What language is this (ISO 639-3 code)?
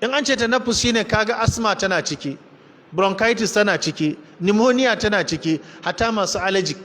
hau